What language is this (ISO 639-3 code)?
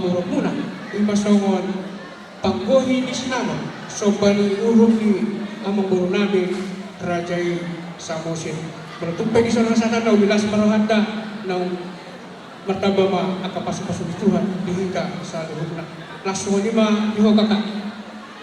bbc